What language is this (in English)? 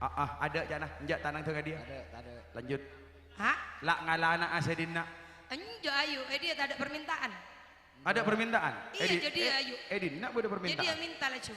Madurese